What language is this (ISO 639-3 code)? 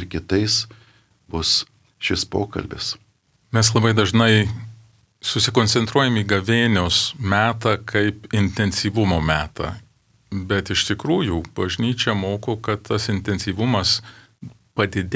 lit